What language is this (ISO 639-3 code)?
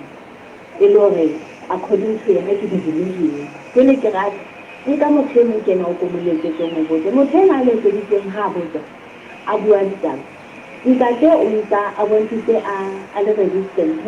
sot